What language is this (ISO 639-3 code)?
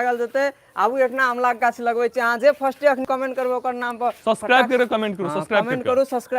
mai